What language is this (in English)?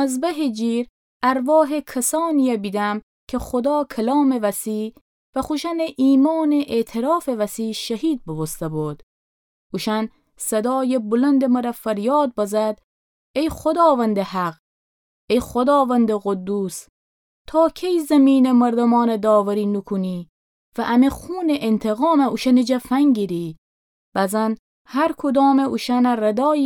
Gilaki